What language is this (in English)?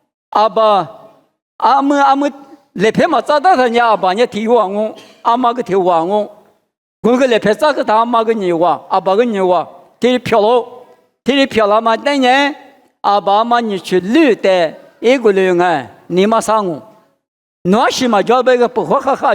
Lisu